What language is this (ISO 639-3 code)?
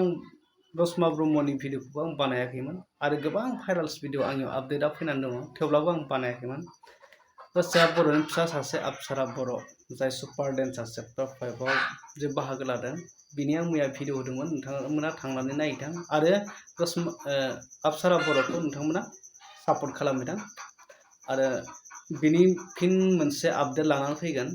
brx